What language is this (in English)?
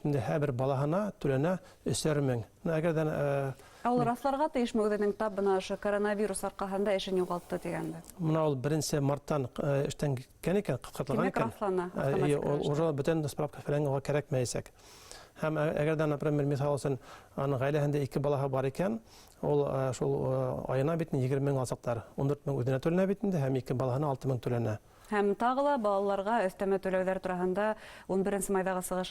Bashkir